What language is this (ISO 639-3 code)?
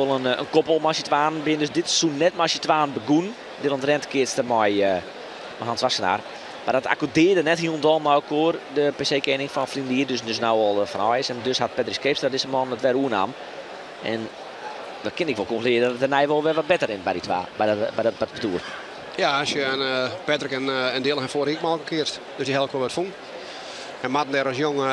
fry